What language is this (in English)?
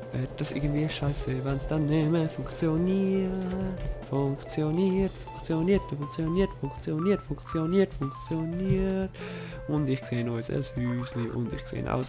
Swiss German